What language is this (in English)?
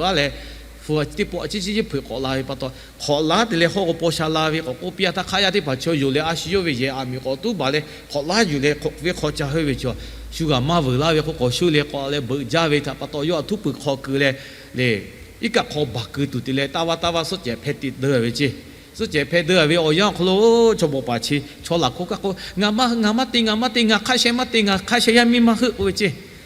Lahu